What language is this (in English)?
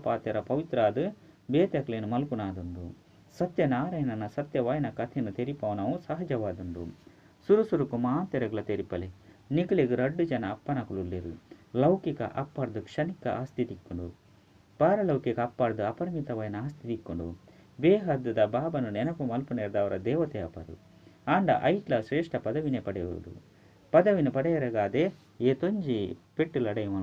Tulu